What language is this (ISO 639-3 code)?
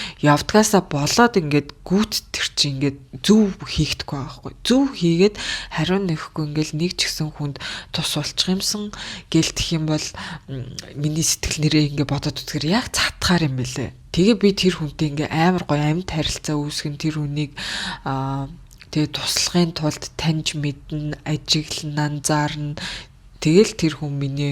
mon